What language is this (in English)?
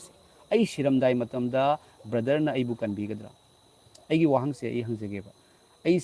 Manipuri